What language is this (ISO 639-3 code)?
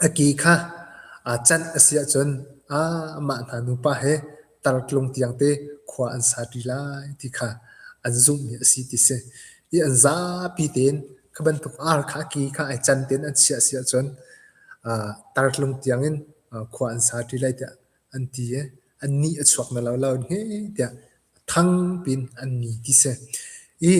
cnh